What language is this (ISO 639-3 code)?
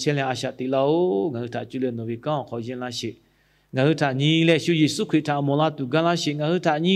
lhu